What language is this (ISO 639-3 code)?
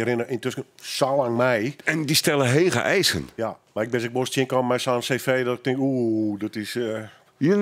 nld